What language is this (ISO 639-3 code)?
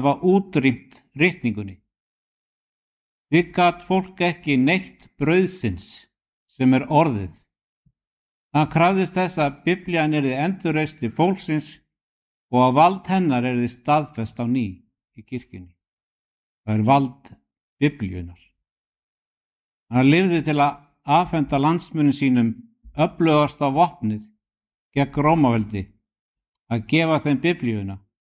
isl